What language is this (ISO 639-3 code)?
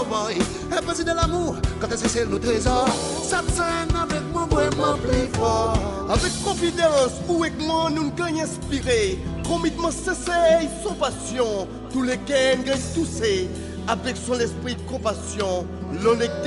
crs